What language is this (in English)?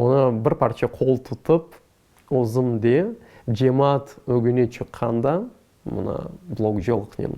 Crimean Tatar